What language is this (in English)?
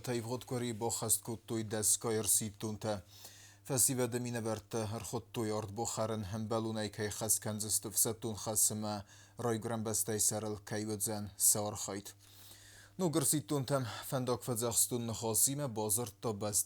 Ossetic